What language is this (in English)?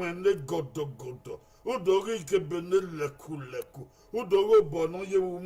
Bini